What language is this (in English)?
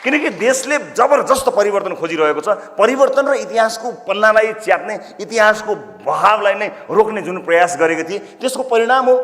Nepali